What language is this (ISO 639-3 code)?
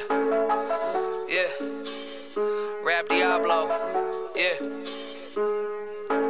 fra